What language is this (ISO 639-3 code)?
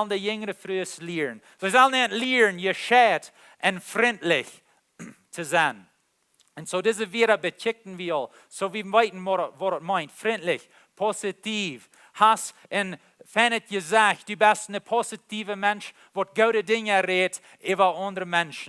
pdt